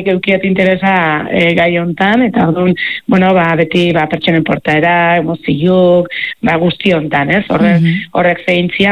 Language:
Basque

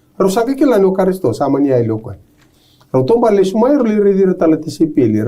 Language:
Fijian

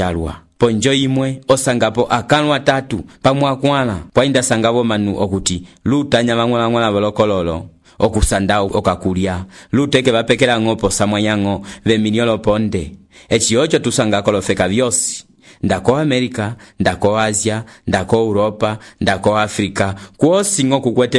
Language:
Umbundu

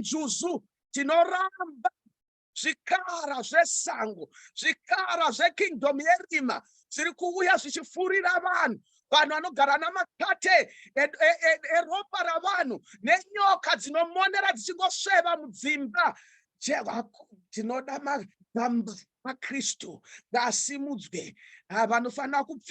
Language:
Shona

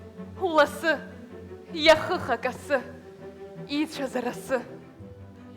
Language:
Abkhazian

